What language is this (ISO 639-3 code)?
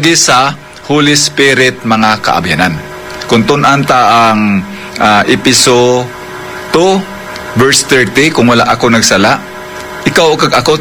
hil